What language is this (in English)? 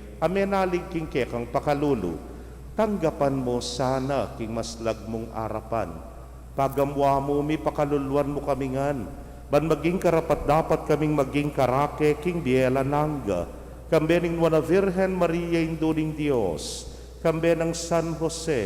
Pampanga